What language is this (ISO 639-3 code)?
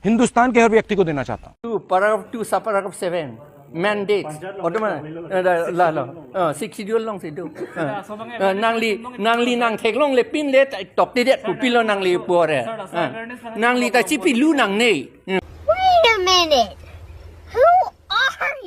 mjw